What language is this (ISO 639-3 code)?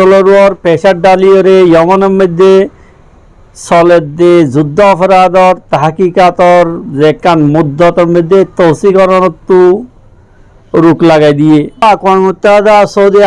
rhg